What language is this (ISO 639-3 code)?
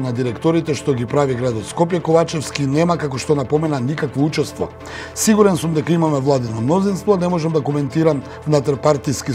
mkd